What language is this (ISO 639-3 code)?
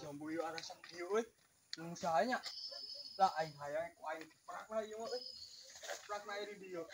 sun